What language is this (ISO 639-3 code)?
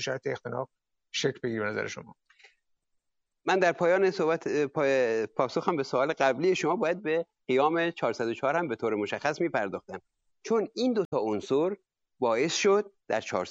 fas